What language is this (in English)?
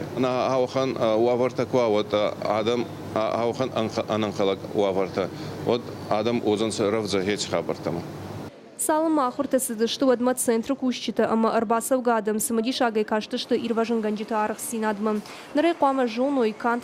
Ossetic